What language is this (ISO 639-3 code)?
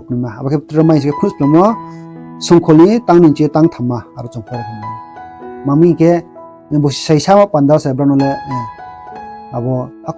ria